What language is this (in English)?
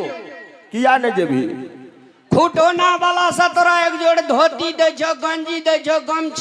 Maithili